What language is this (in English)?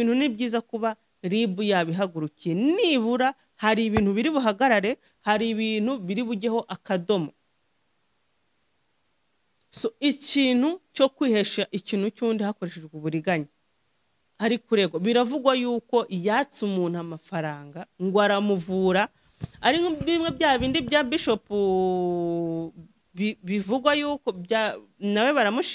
Kinyarwanda